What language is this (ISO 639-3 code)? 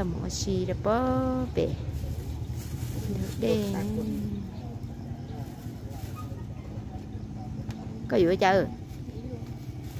vie